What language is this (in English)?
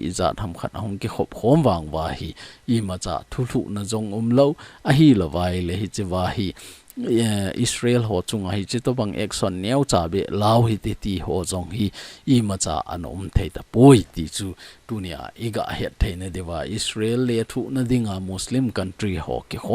Thado Chin